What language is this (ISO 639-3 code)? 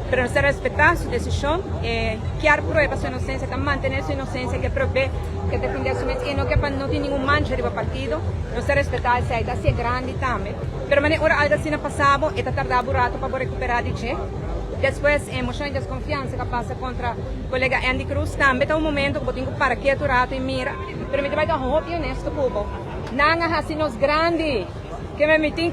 pap